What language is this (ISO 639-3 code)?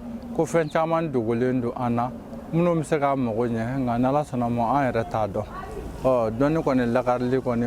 bam